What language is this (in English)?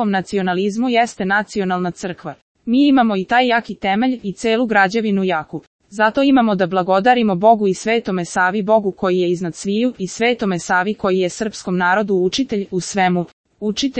Serbian